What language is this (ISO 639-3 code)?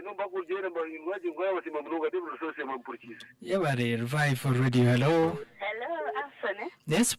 nyn